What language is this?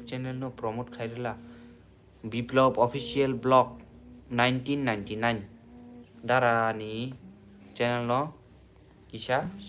Kok Borok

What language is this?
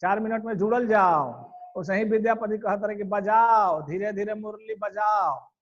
Bhojpuri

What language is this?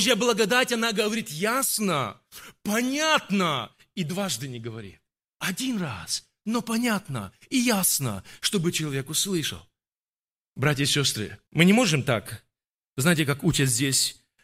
Russian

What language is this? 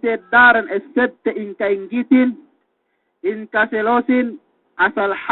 Yakan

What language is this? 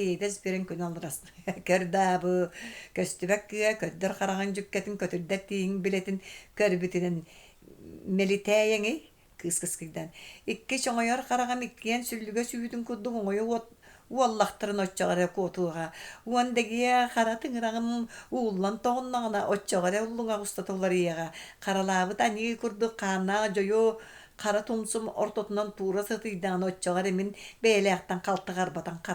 Yakut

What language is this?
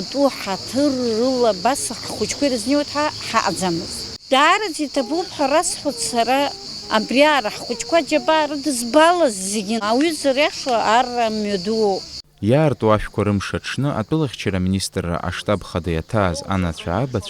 Abkhazian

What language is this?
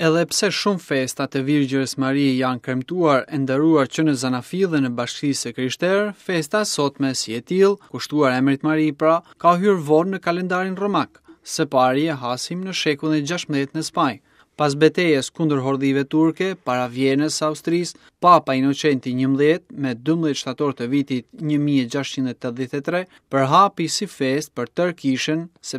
Albanian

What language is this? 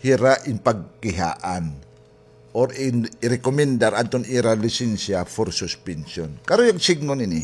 Waray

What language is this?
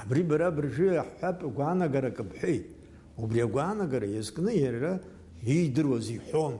Abkhazian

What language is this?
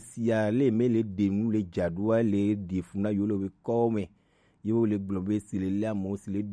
Gen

